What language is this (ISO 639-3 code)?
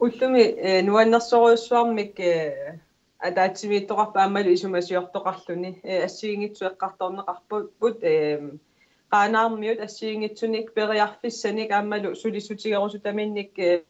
kal